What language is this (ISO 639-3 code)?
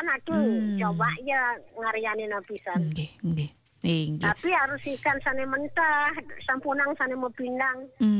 ban